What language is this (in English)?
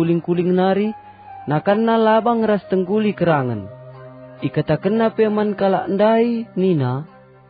Batak Karo